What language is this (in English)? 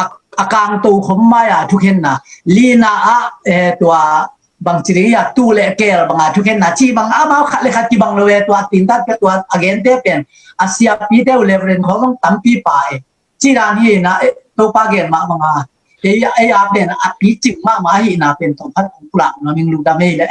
Tedim Chin